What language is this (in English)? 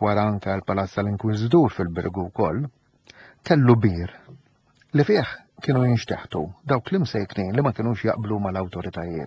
Maltese